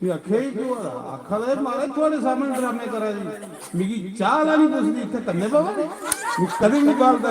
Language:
Dogri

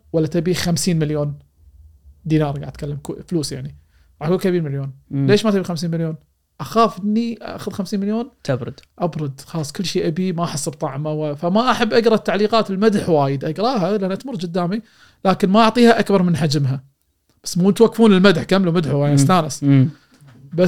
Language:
Gulf Arabic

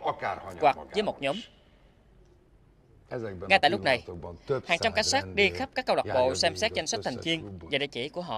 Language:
Vietnamese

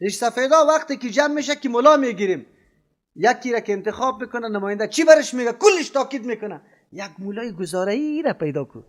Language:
Persian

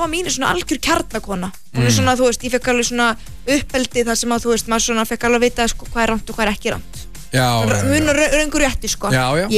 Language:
Icelandic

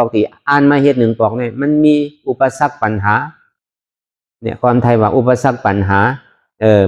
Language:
Shan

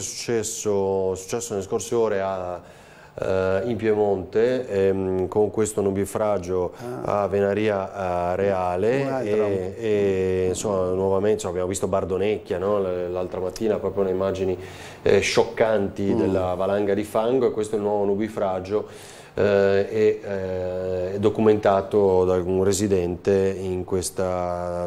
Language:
Italian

